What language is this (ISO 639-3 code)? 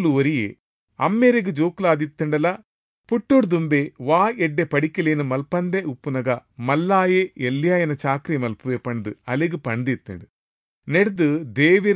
tcy